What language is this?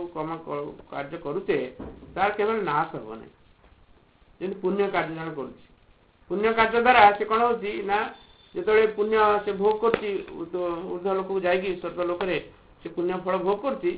Odia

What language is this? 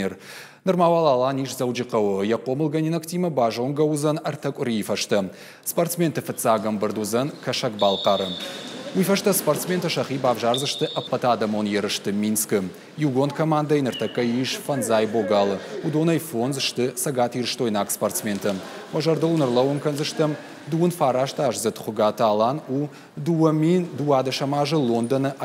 Ossetic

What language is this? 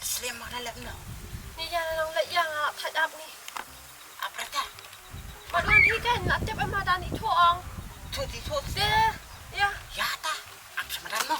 Khasi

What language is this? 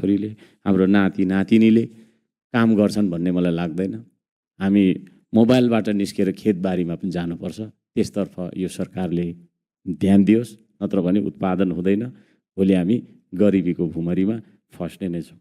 Nepali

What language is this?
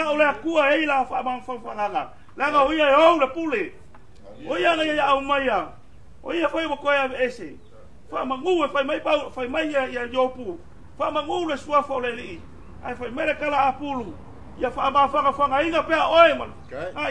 Samoan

